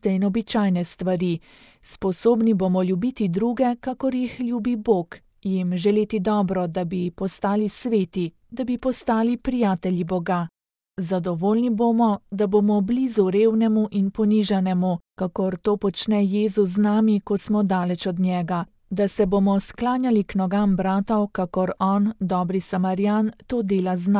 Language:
Slovenian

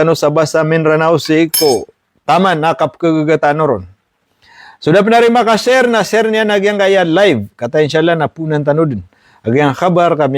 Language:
Maranao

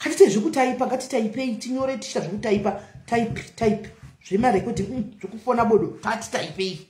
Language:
Shona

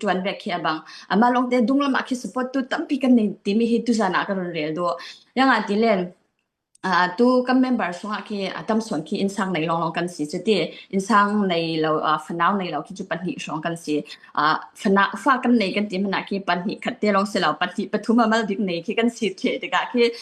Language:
Falam Chin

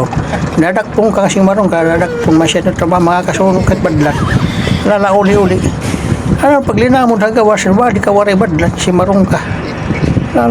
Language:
Waray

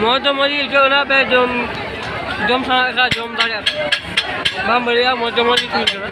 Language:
Santali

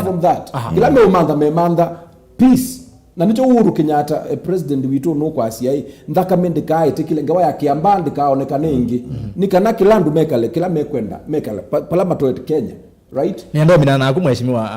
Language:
Kamba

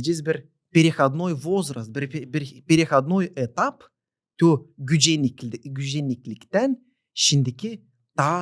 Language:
Gagauz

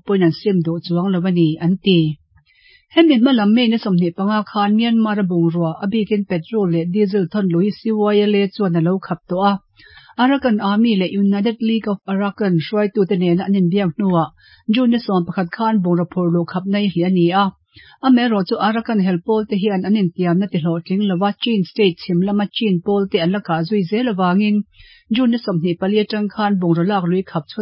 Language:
Mizo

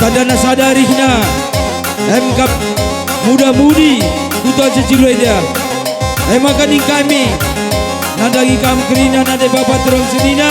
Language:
Batak Karo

